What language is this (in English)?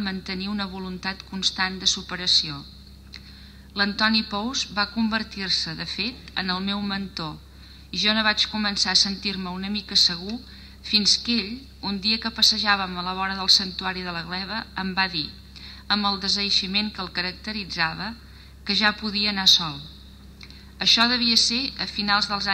Catalan